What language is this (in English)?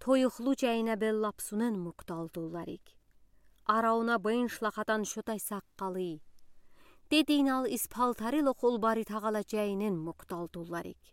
Udi